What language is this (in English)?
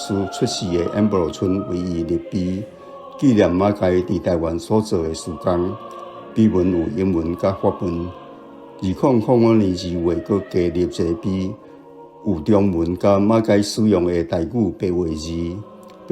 Min Nan Chinese